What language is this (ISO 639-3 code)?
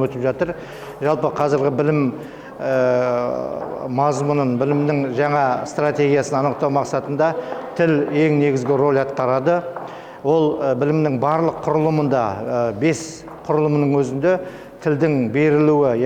kaz